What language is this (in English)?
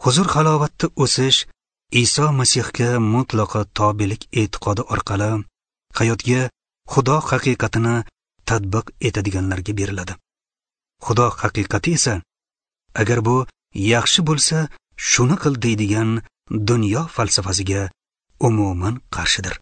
Uzbek